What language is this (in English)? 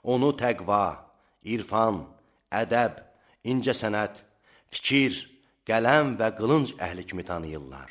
Azerbaijani